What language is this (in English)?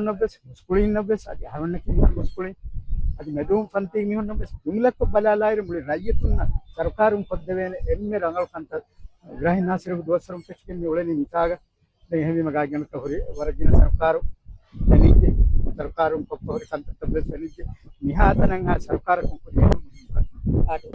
Divehi